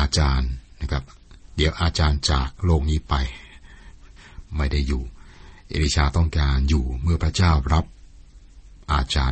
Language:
Thai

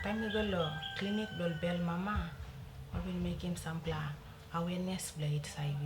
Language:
Tok Pisin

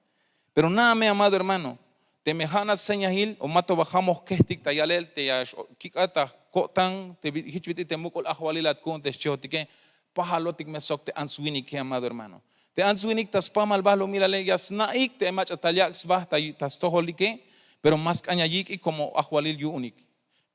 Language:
Tzeltal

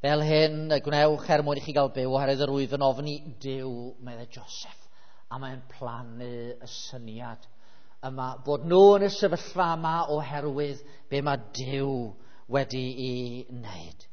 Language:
Welsh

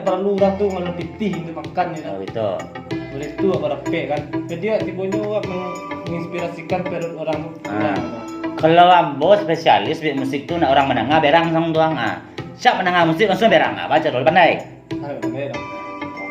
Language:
Minangkabau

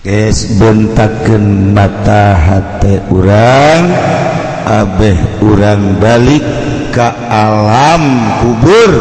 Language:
Sundanese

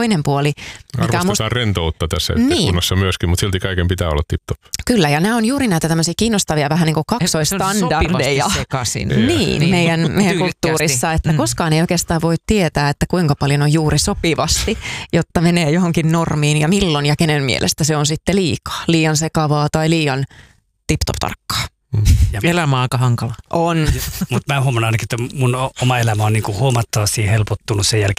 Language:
Finnish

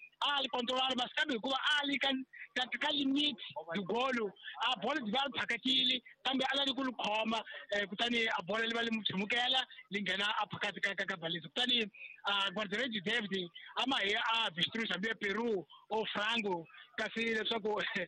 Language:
Tsonga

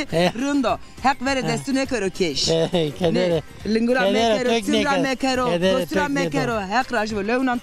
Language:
Zaza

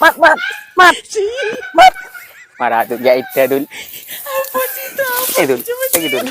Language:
Madurese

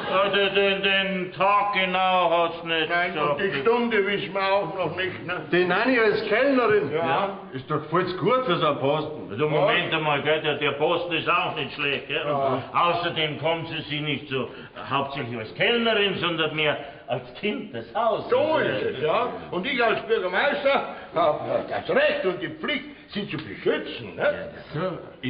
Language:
Bavarian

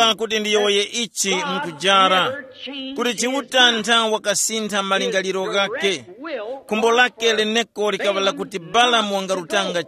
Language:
Tumbuka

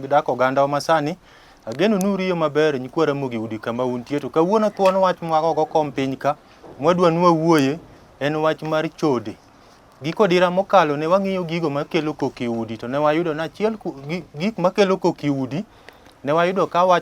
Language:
Luo (Kenya and Tanzania)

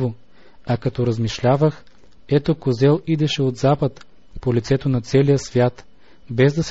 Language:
Bulgarian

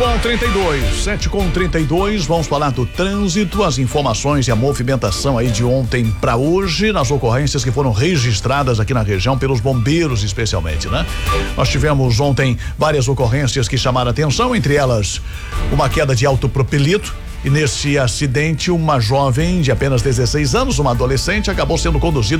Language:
Portuguese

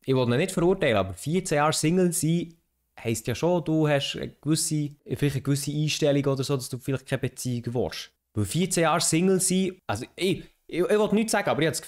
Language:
Swiss German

